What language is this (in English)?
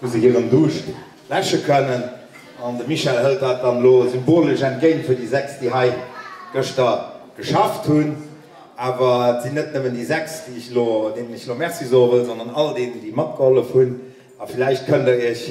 Luxembourgish